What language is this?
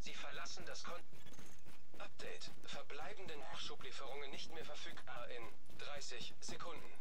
Swiss German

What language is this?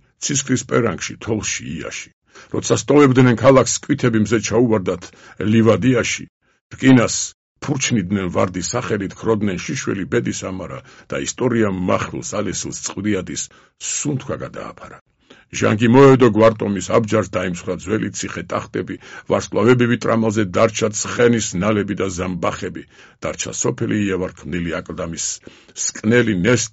Georgian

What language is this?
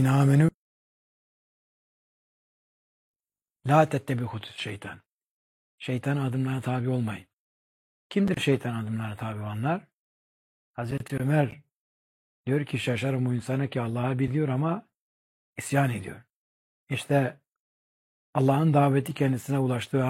Turkish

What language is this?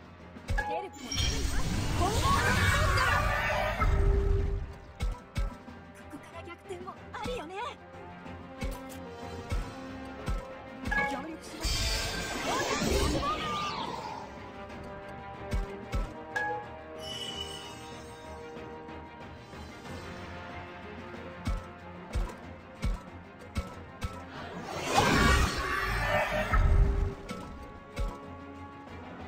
Japanese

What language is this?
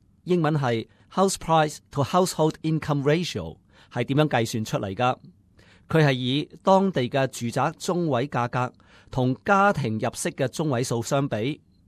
Cantonese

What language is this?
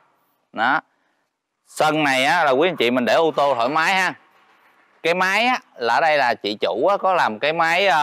Vietnamese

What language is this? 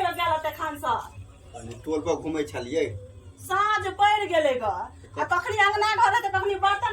Maithili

